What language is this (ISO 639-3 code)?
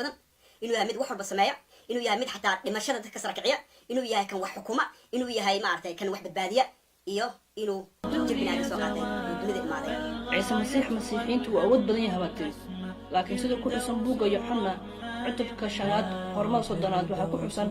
som